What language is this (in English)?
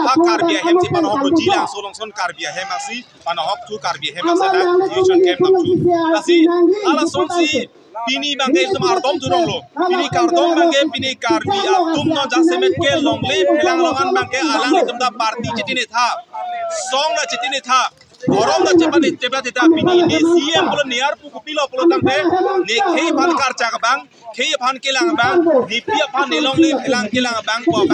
Karbi